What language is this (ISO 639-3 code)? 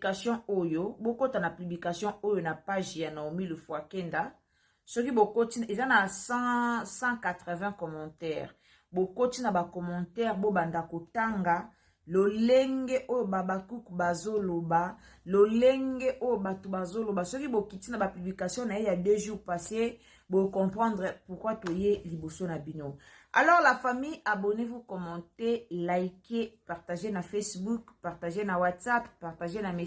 lin